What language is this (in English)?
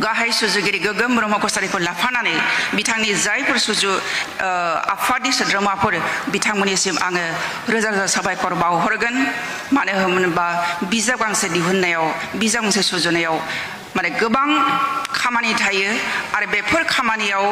Bodo